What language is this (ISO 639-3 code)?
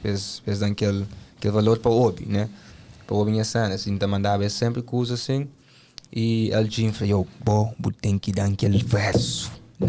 kea